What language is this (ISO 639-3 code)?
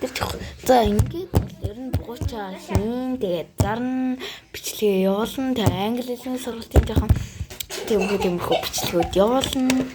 mon